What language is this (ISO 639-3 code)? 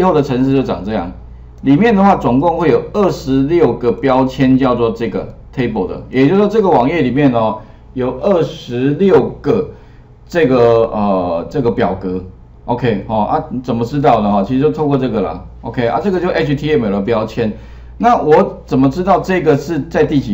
zho